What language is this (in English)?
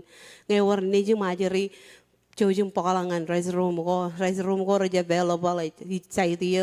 Marshallese